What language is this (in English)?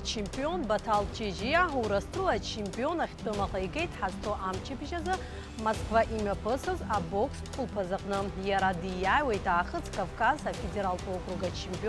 Abkhazian